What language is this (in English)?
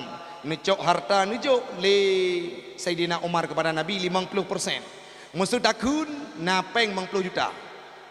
Achinese